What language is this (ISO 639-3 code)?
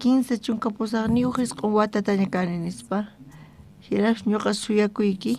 quh